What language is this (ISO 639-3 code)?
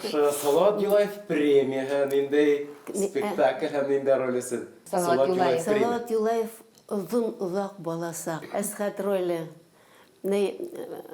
bak